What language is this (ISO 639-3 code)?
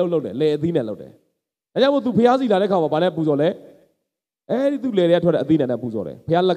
mya